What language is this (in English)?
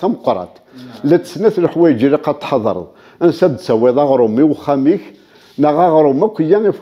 Kabyle